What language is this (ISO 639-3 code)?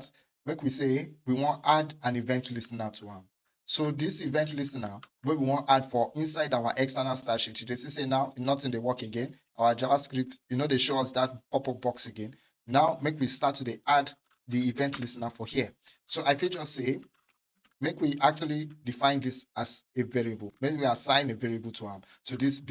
pcm